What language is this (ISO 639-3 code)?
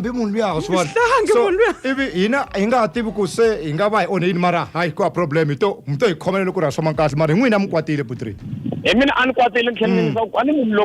tso